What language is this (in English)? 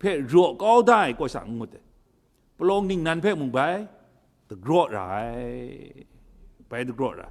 Kachin